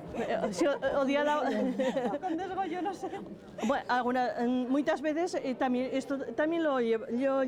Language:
Aragonese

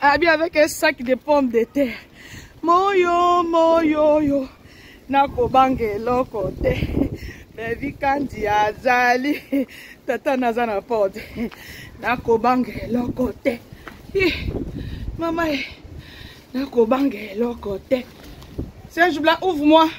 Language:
Lingala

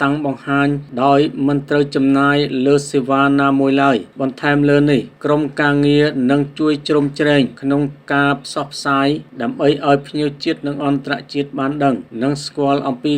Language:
Khmer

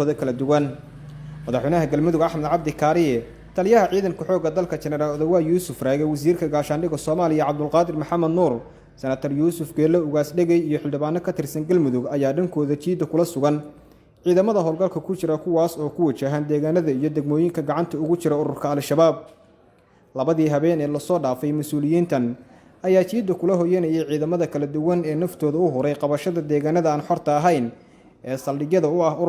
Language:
Somali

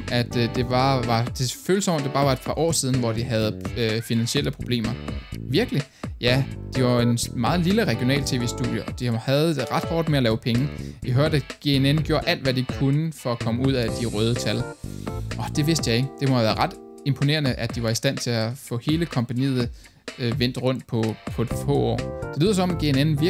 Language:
Danish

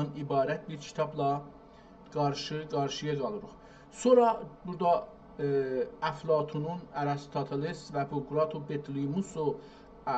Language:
South Azerbaijani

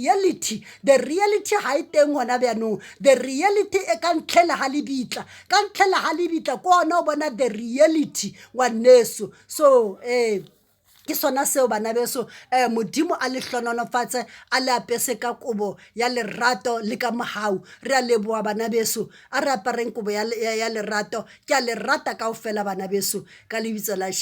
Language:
Southern Sotho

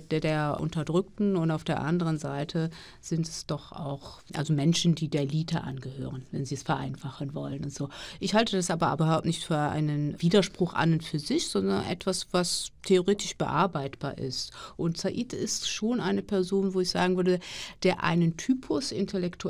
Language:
German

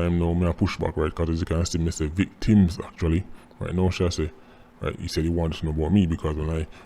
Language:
Jamaican Creole English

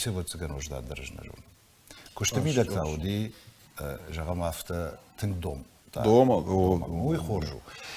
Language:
Ossetic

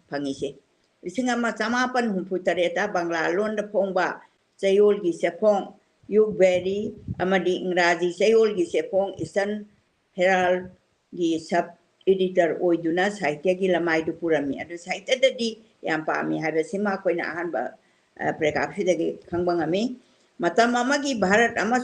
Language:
Manipuri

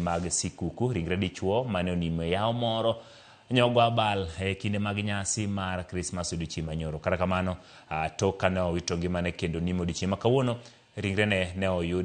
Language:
Luo (Kenya and Tanzania)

